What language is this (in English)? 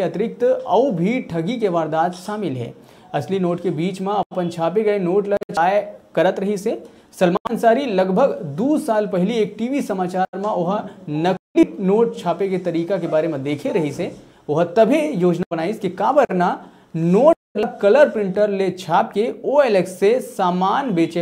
Chhattisgarhi